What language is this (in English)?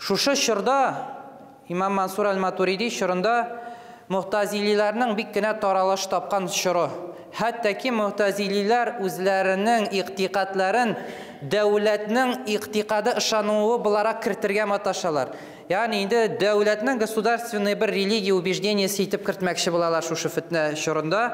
Tatar